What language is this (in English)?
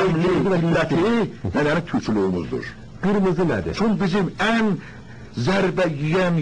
South Azerbaijani